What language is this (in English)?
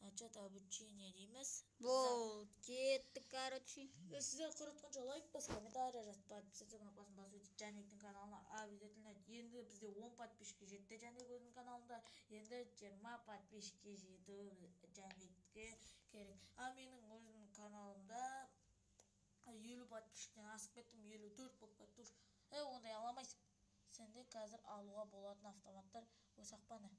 Kazakh